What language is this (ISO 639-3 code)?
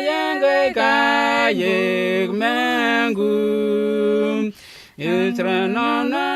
nms